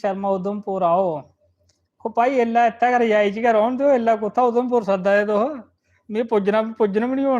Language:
Dogri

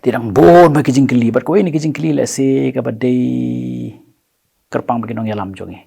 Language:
Khasi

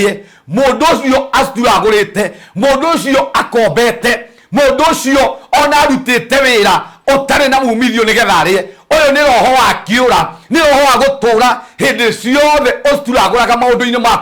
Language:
Kikuyu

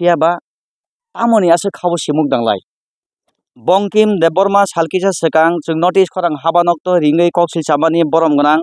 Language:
Kok Borok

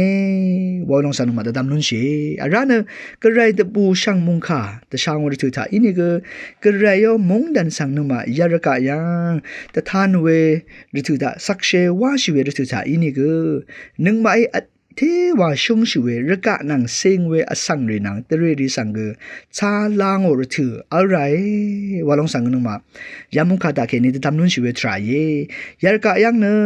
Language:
Rawang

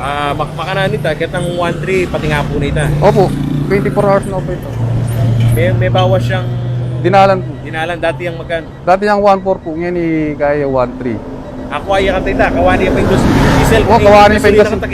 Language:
Pampanga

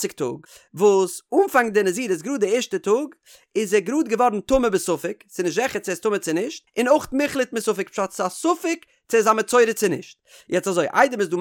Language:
Yiddish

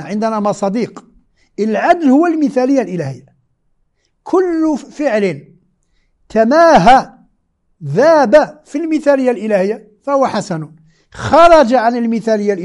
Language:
Moroccan Arabic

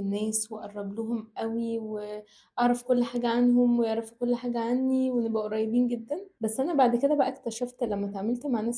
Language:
Egyptian Arabic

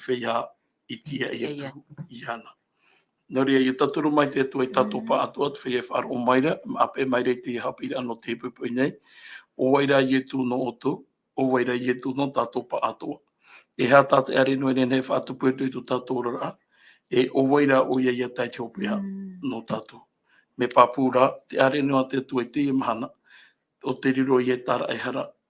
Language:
Tahitian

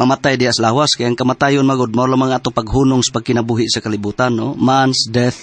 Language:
Cebuano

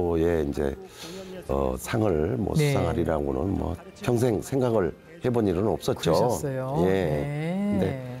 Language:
Korean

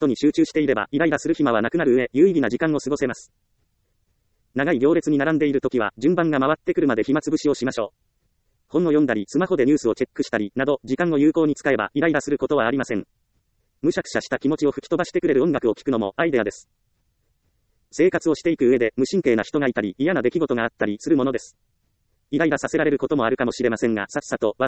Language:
Japanese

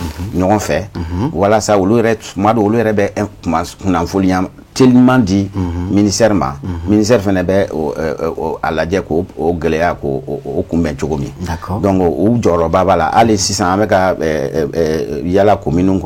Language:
Bambara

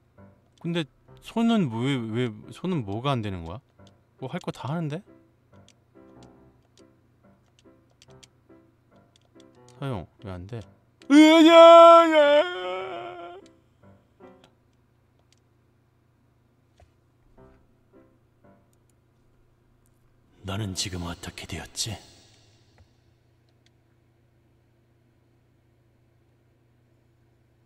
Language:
Korean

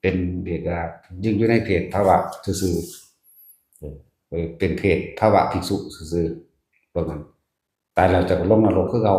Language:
Northeastern Thai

